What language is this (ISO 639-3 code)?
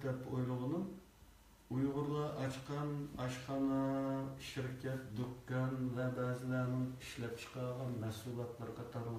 uig